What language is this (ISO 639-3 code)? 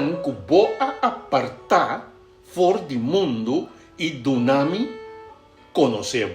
pap